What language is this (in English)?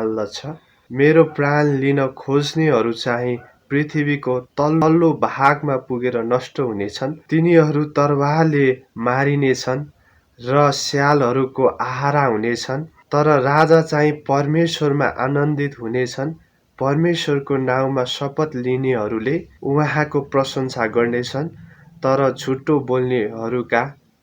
Nepali